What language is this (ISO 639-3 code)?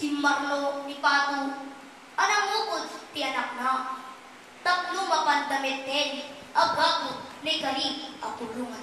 ilo